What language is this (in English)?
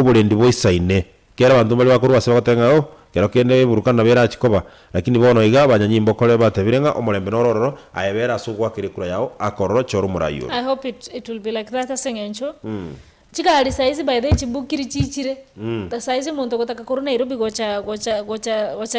Gusii